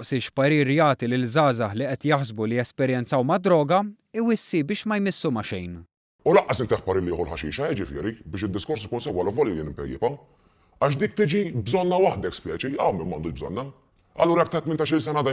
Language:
Maltese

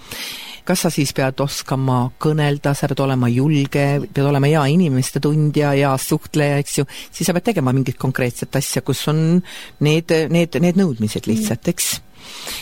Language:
Estonian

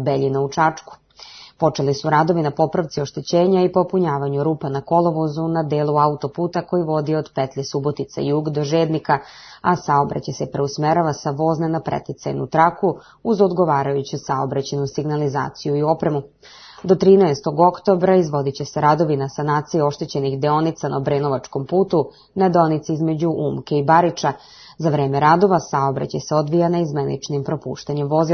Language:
Serbian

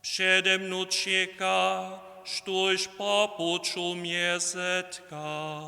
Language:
Upper Sorbian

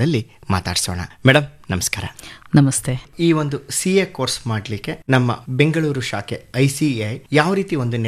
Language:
Kannada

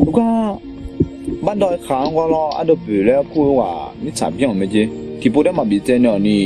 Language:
Akha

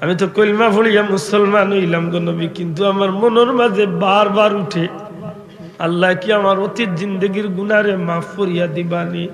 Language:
Sylheti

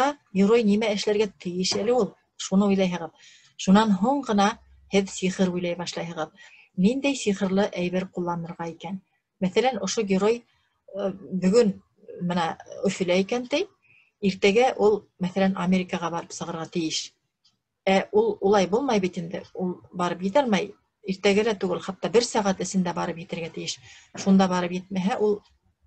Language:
Bashkir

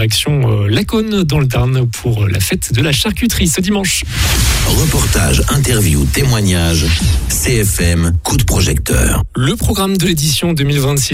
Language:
French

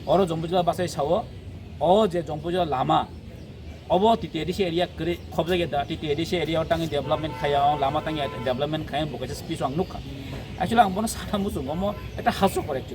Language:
Kok Borok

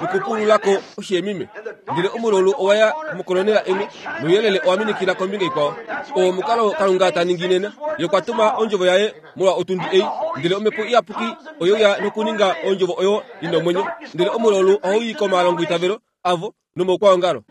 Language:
Kuanyama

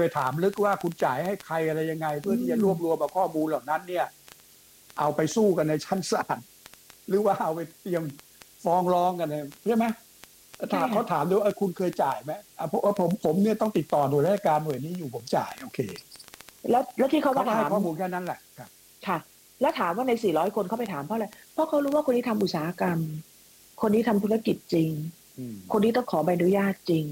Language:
Thai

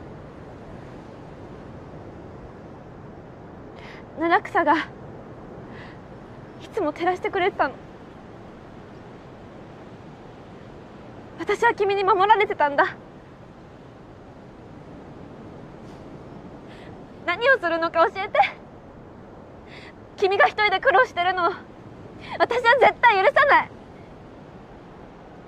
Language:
Japanese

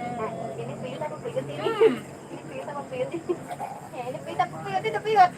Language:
Betawi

